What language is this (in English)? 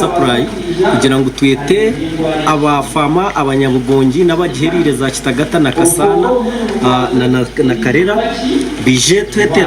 Nyankole